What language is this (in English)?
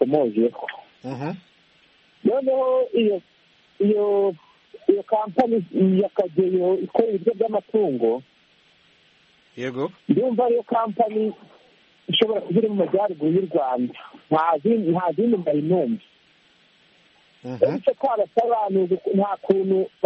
Kinyarwanda